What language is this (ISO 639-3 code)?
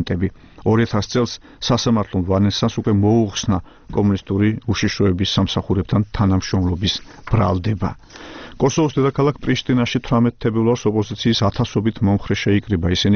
kat